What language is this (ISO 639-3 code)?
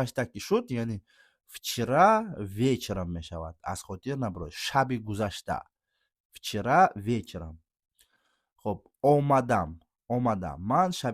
tgk